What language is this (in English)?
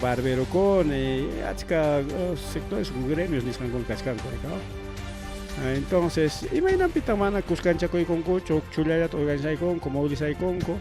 Ayacucho Quechua